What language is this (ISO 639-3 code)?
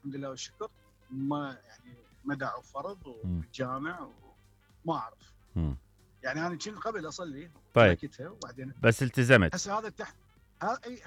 acm